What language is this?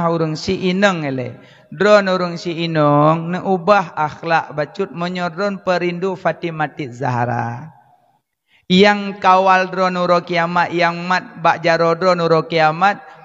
Achinese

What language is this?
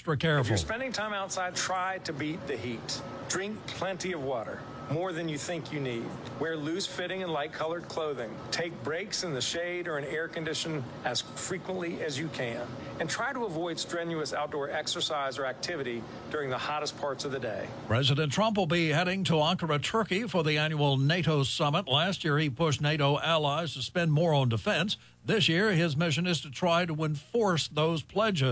English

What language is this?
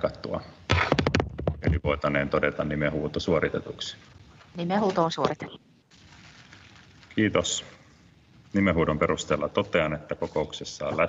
Finnish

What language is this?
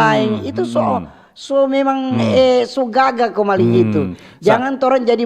Manado Malay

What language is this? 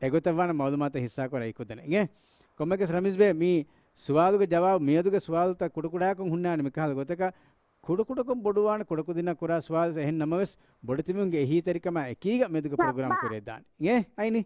Divehi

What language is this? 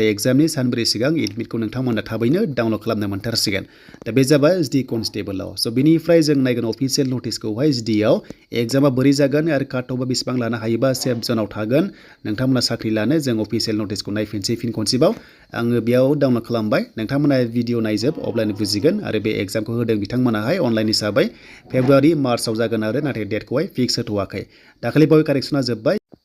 Bodo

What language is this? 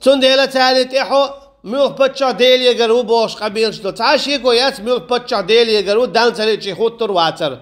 Chechen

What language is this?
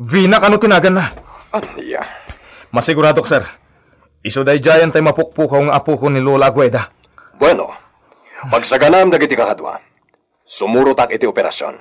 Iloko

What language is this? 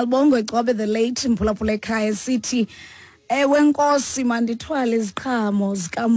Xhosa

